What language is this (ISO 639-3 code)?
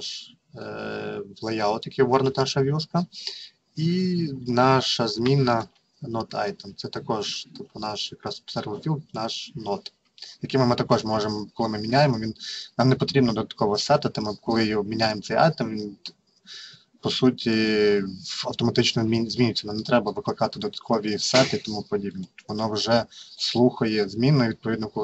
ukr